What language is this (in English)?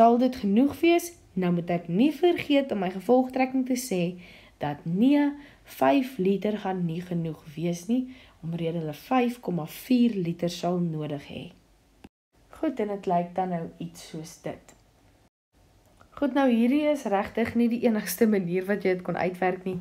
Afrikaans